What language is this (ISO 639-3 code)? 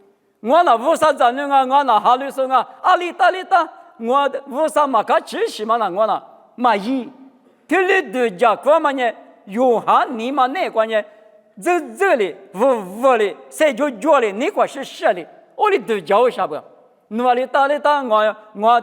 lis